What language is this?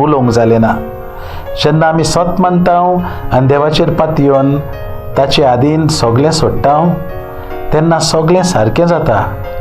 Konkani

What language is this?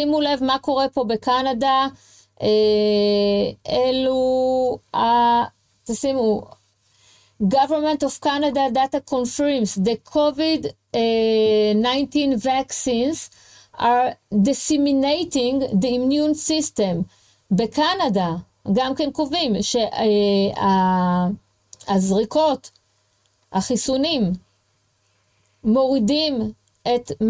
Hebrew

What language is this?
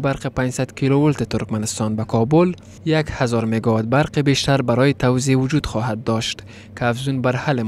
Persian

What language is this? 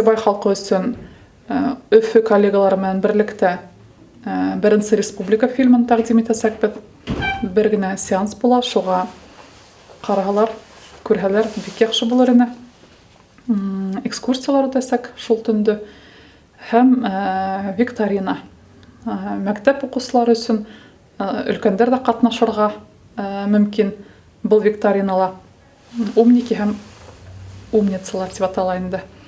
Bashkir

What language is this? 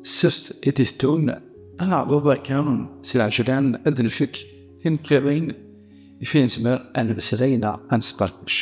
Kabyle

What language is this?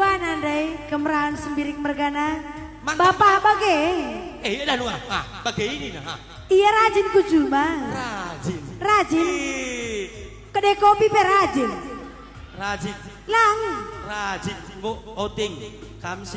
Batak Karo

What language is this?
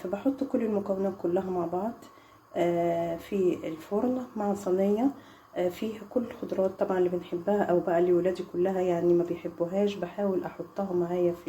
Egyptian Arabic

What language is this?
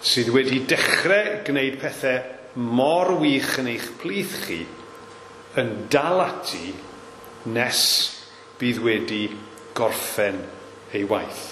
Welsh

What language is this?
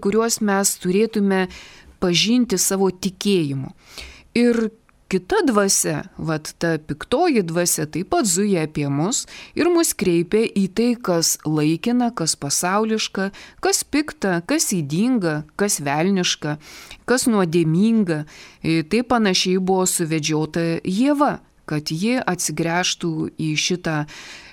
Lithuanian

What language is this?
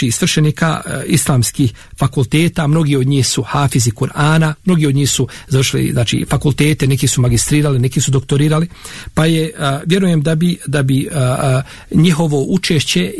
Bosnian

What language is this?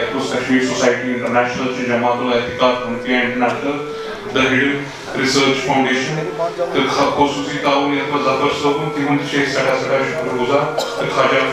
Kashmiri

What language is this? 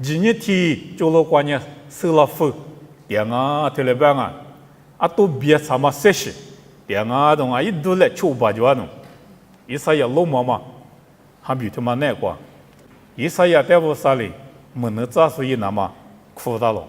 Lisu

